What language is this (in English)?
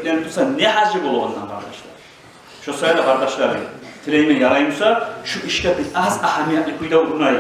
Kumyk